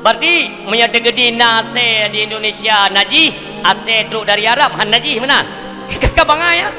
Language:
Achinese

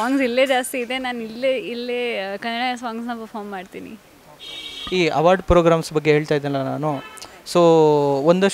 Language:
Kannada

